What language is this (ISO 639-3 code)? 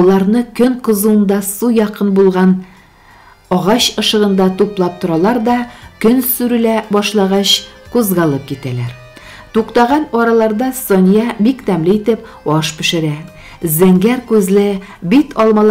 tat